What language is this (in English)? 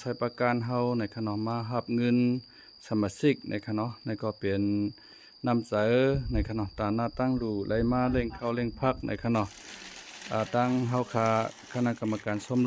Shan